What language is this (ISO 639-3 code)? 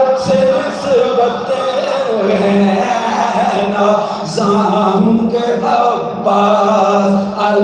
skr